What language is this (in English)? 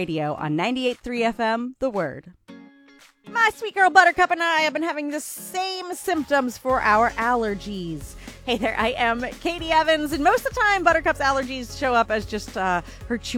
English